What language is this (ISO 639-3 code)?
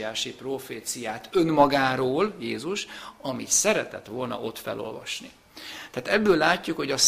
hun